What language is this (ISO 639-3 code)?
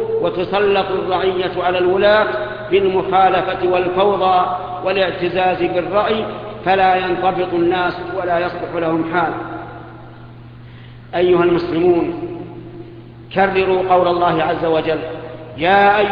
ara